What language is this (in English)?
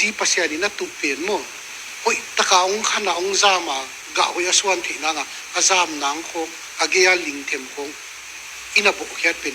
Tedim Chin